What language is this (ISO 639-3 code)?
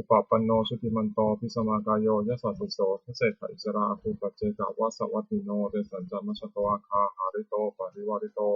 pli